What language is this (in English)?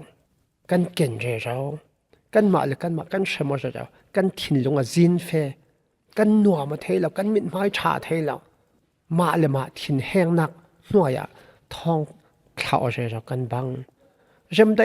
Falam Chin